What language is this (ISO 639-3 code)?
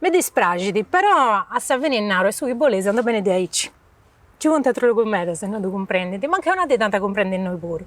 srd